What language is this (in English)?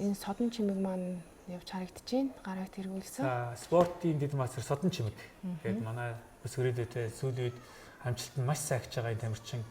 Mongolian